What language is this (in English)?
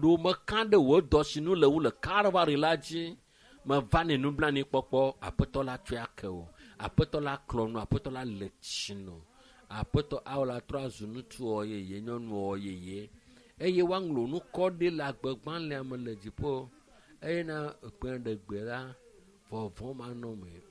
Ewe